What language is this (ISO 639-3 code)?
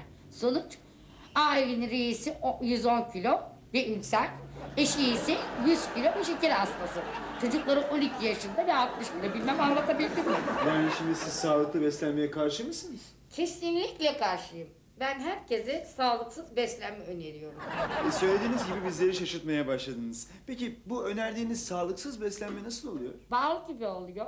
tur